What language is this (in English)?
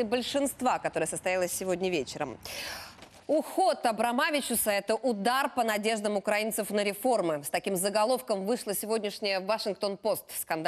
Russian